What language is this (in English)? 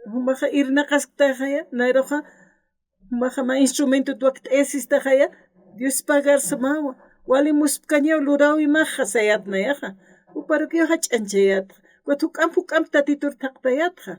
Aymara